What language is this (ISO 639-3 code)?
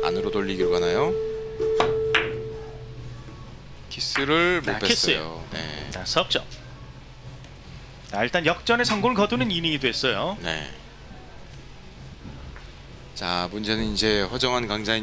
kor